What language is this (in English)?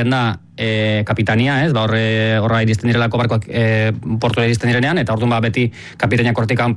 Basque